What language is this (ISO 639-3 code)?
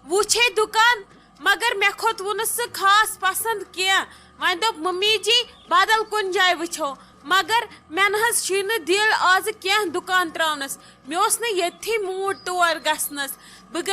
kas